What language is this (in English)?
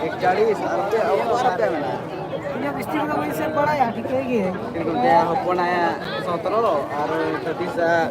Santali